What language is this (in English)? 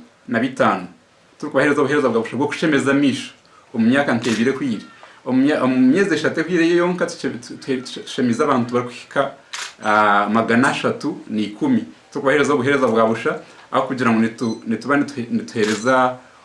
Nyankole